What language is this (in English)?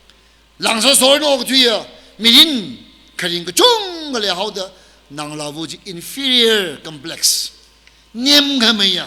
Tangkhul Naga (India)